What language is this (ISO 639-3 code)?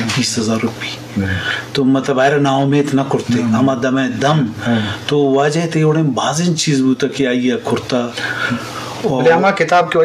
bgp